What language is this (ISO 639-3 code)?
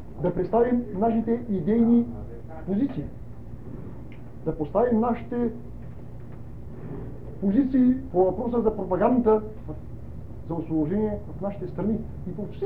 bul